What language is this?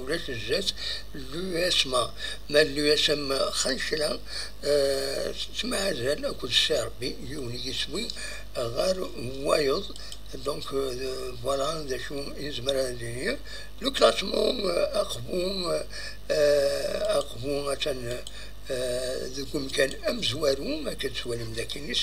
Kabyle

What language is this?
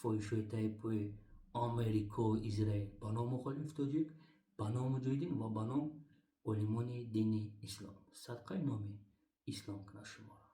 Tajik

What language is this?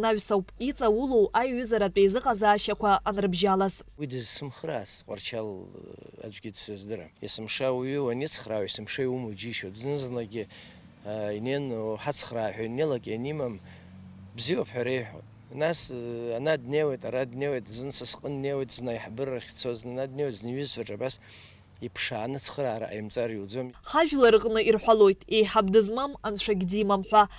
Abkhazian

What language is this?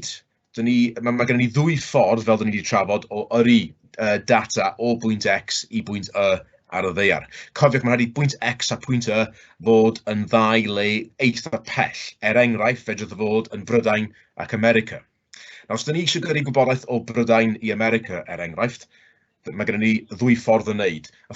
Welsh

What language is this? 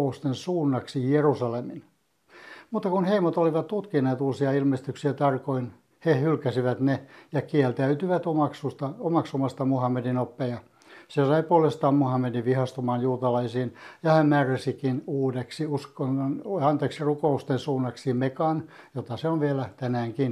Finnish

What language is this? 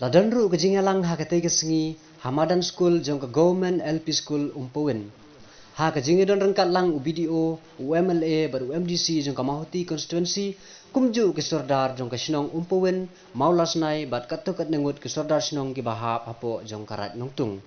Khasi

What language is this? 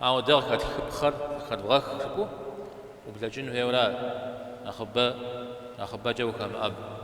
Kabardian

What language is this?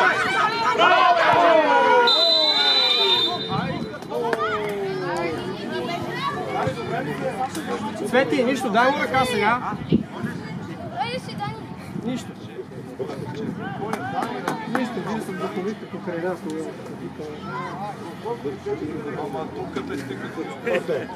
Bulgarian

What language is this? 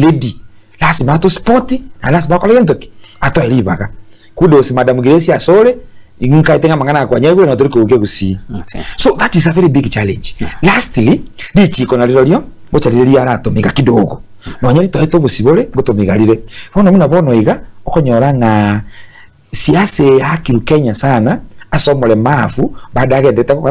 Gusii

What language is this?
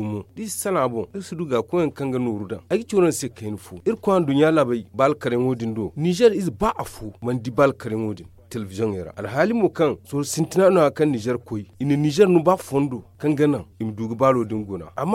Zarma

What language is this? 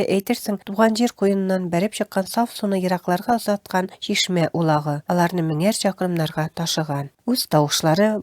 Tatar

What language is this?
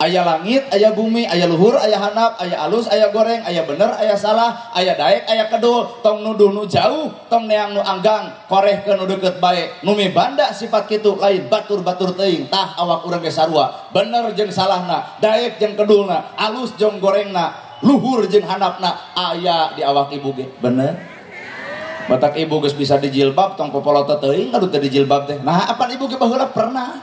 Sundanese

